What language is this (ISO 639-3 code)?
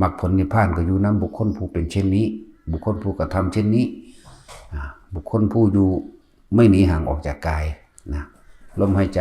tts